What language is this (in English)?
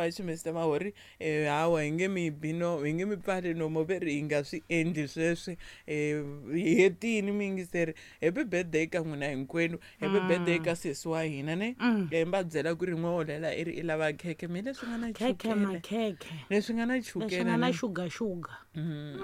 Tsonga